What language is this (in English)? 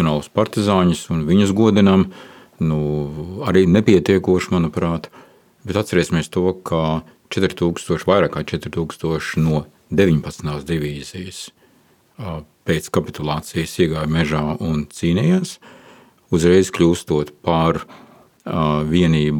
Latvian